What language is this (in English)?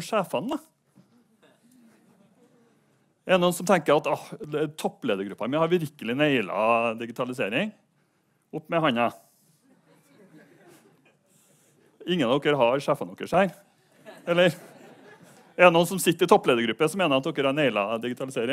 Norwegian